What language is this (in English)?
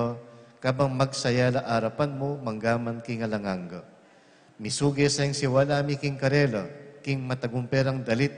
Pampanga